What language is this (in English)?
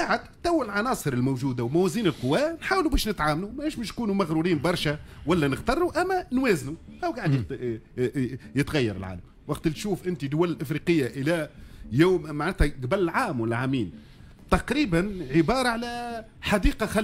Tunisian Arabic